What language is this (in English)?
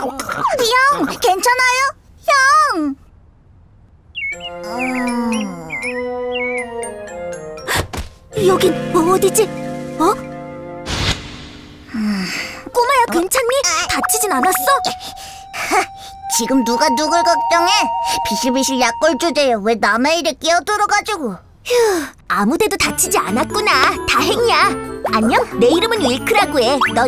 Korean